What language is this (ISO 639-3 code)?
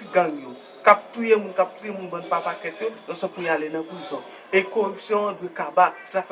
hat